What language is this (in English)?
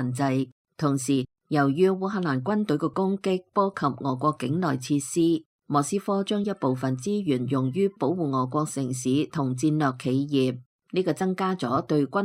Cantonese